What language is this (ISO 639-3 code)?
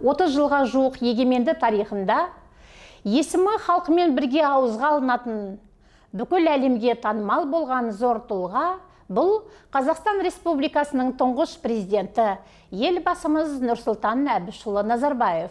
kaz